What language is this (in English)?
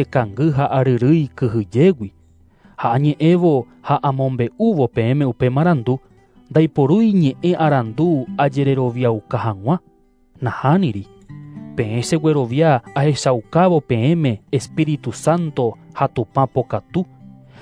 Guarani